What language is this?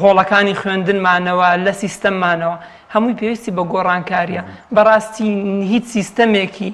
Central Kurdish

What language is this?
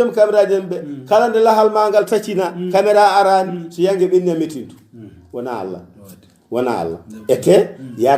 Fula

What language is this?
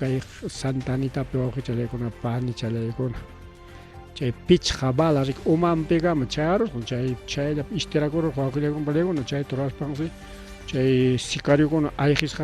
Ayacucho Quechua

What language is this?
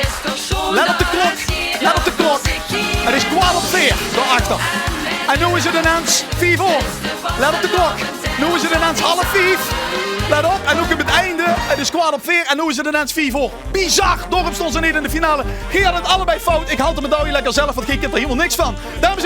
Limburgish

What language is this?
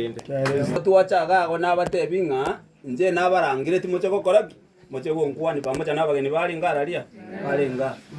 Gusii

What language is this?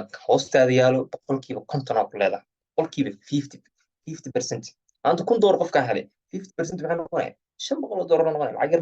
Somali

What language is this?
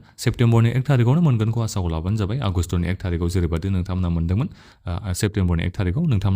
Bodo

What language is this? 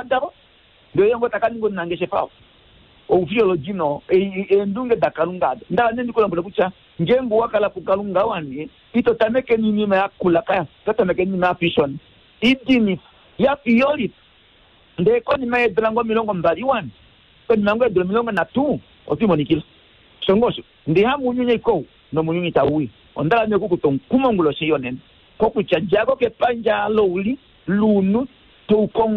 Kuanyama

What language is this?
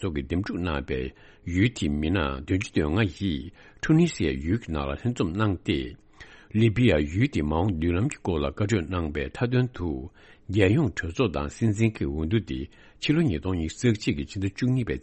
Tibetan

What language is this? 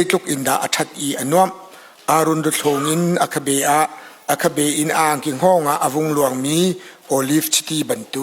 Hakha Chin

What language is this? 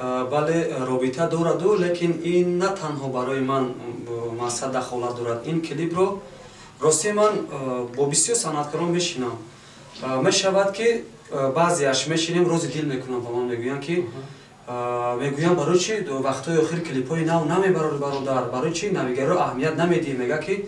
Tajik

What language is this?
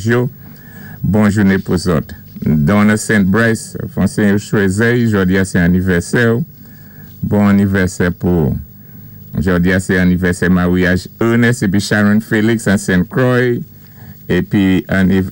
Saint Lucian Creole French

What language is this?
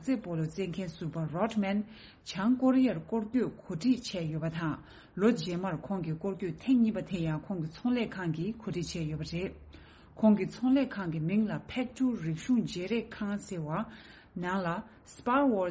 Tibetan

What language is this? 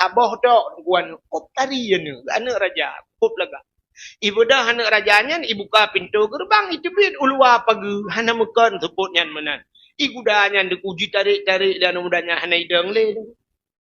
Achinese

